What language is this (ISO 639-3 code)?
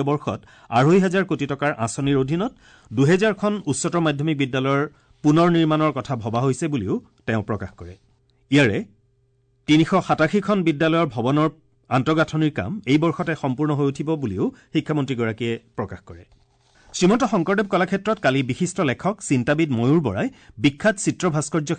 asm